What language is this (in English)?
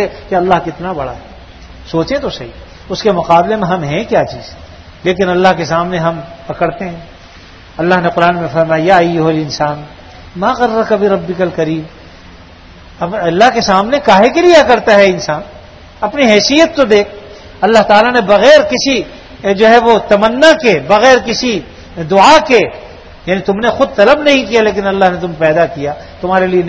Urdu